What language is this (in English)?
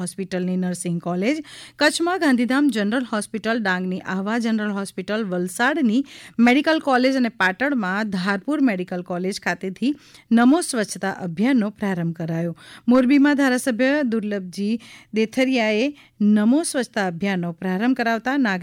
Gujarati